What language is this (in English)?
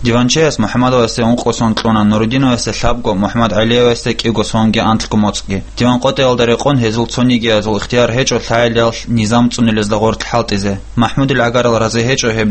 Avaric